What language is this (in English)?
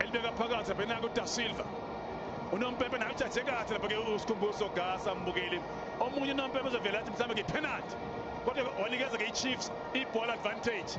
Zulu